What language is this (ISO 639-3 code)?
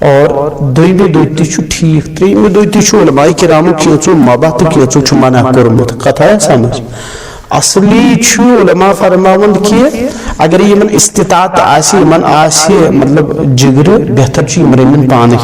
kas